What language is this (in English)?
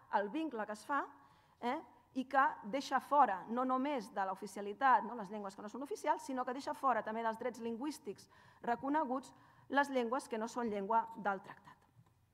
Catalan